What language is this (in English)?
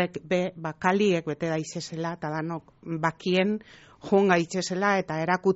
Basque